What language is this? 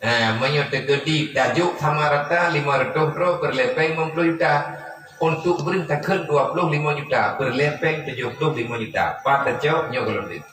Achinese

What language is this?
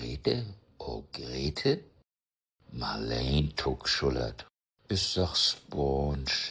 Low German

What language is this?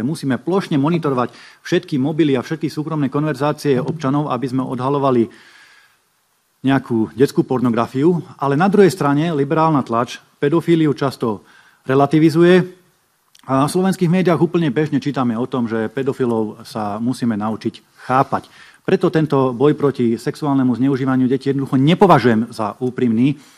Slovak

